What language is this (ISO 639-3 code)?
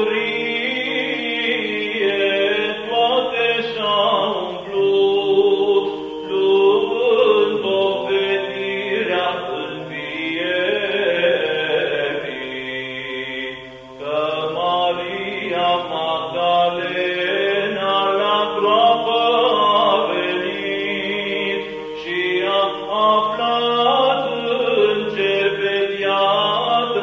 ron